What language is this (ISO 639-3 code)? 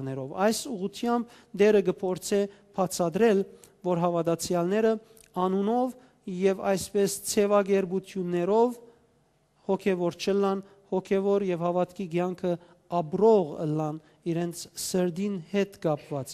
hyw